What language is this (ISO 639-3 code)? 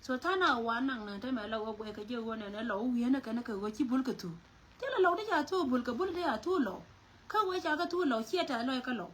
nus